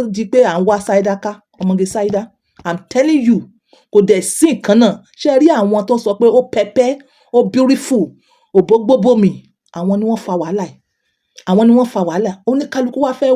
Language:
Yoruba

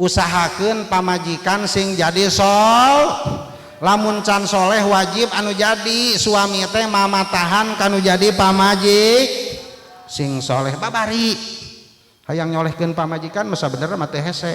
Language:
Sundanese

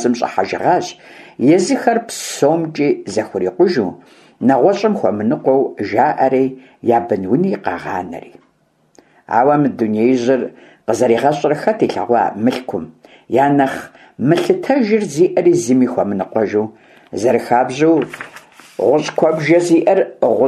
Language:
Kabardian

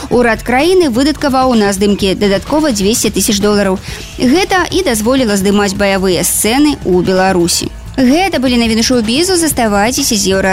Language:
Belarusian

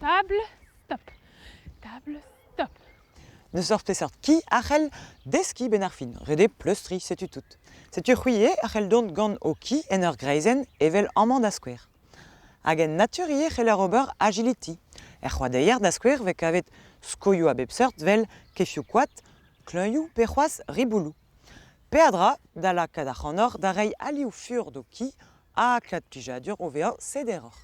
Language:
Breton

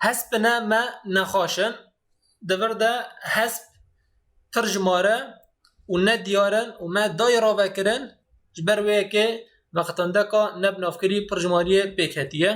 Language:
Kurdish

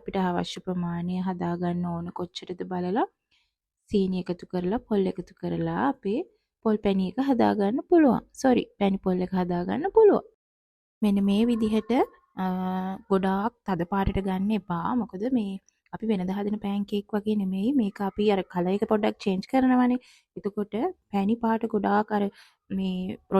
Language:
Sinhala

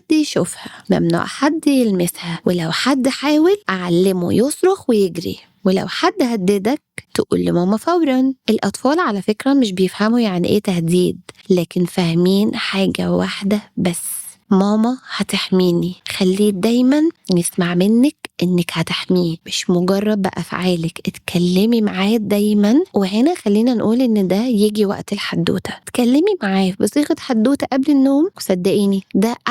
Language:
Egyptian Arabic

